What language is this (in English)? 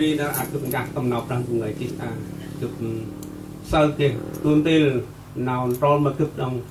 Central Mnong